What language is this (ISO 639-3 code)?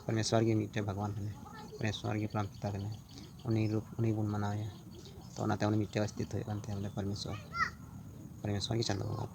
sat